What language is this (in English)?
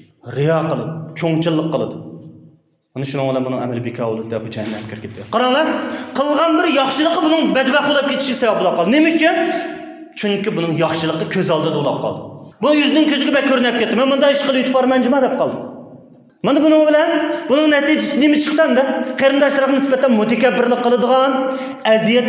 Uyghur